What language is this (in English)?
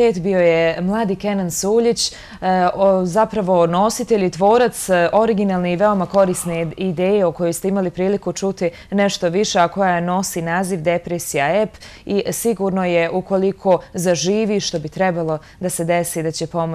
Bosnian